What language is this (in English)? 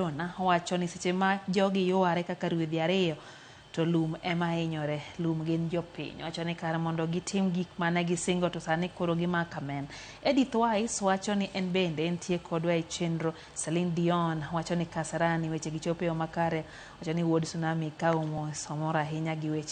Luo (Kenya and Tanzania)